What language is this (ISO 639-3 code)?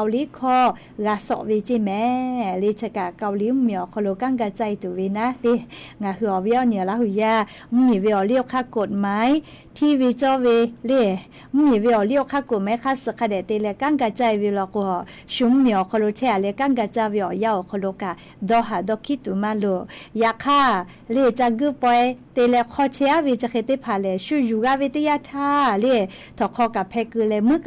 lhu